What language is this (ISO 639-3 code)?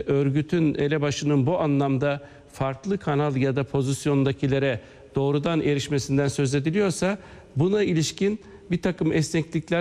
tur